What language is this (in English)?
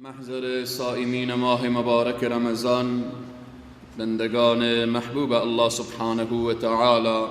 Persian